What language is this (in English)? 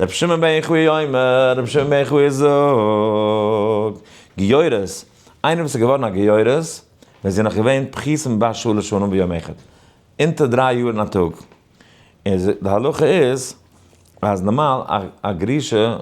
Yiddish